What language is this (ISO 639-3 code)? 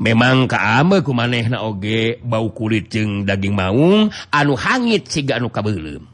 sun